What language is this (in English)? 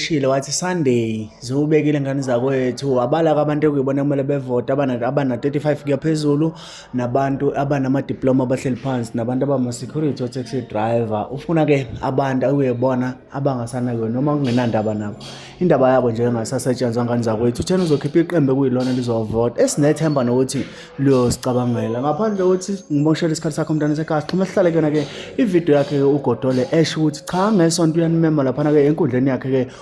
Zulu